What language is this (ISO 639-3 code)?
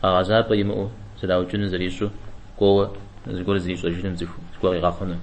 kbd